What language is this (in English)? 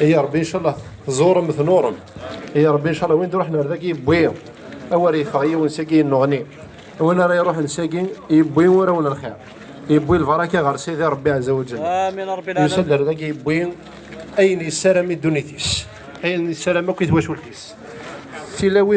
Kabyle